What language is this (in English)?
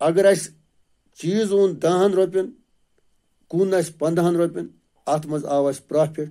Kashmiri